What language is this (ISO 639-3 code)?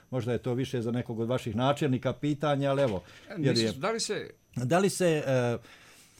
srp